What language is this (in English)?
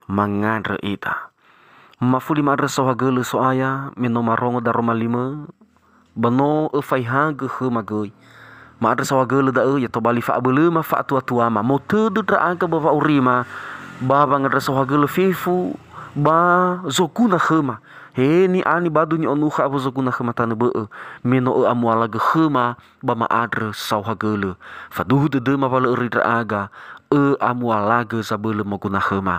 Nias